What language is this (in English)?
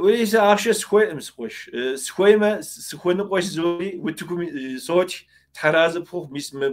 Kabardian